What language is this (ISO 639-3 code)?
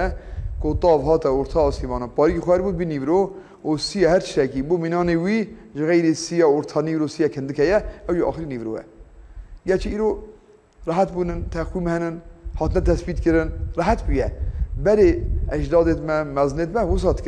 kur